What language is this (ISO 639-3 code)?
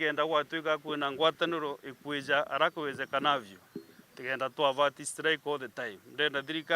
mer